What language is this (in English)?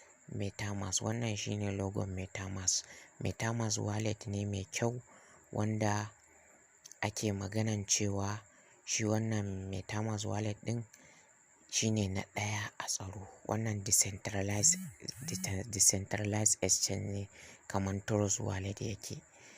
Hausa